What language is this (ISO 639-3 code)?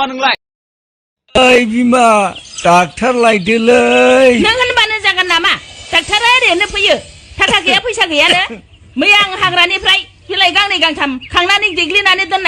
brx